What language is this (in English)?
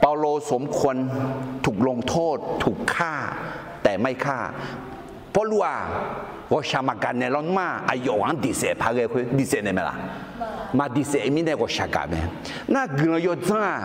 Akha